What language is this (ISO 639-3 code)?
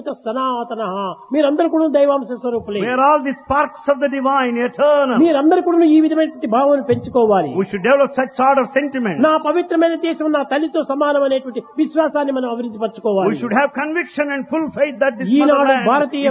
tel